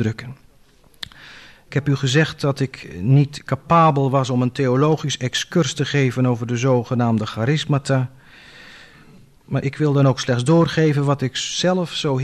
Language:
Dutch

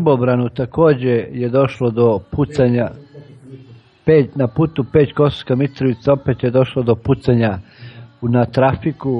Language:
Serbian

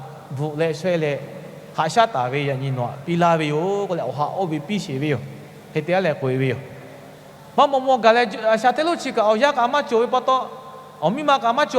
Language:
Lahu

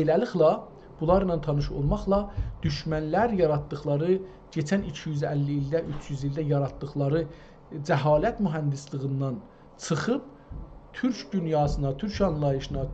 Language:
South Azerbaijani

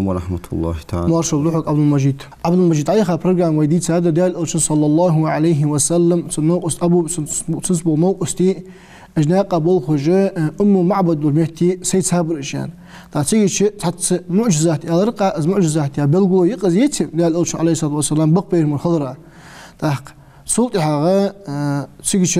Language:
Ingush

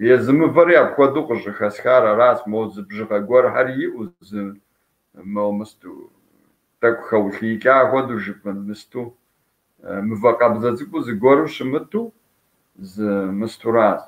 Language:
Kabardian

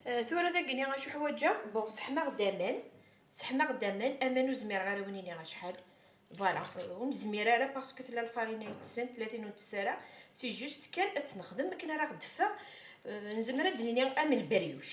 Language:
Kabyle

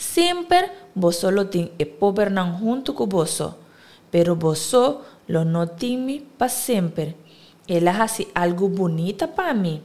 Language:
Papiamento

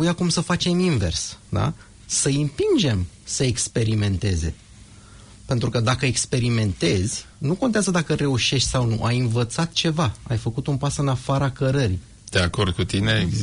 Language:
Romanian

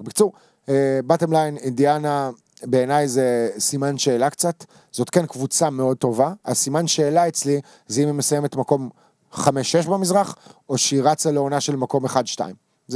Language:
Hebrew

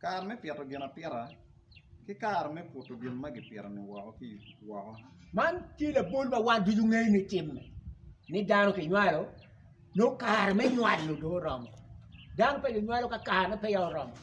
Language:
Acoli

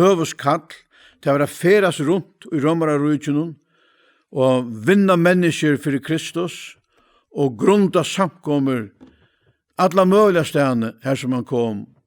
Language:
Faroese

